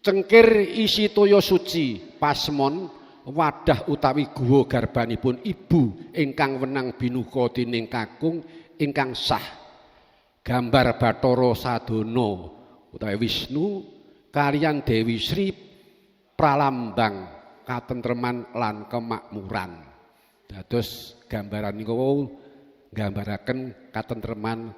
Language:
Javanese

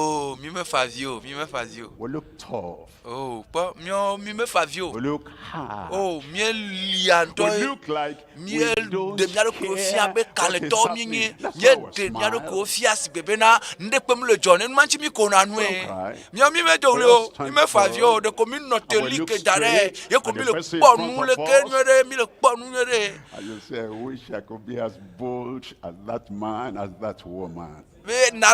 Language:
Ewe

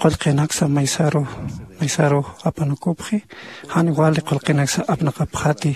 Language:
Aymara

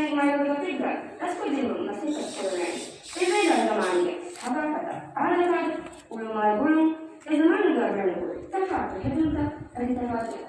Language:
Divehi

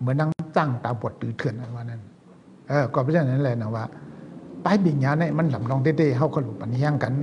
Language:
Shan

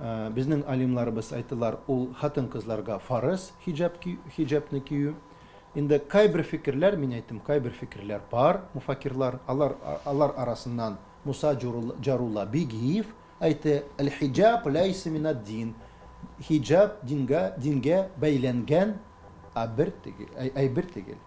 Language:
Tatar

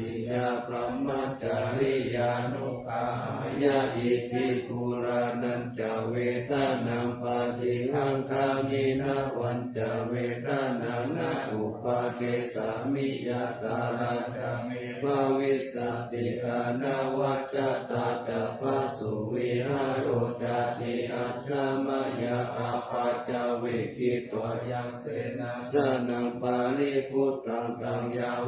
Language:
Pali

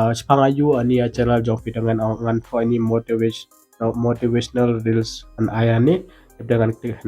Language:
Khasi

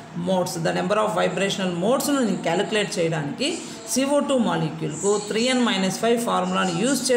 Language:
Telugu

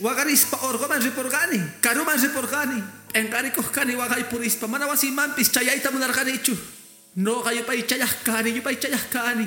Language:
Quechua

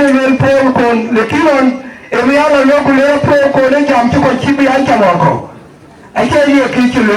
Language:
Dinka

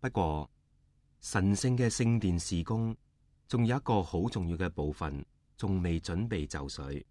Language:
Cantonese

